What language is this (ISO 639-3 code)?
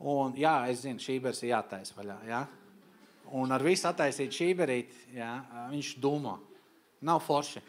lav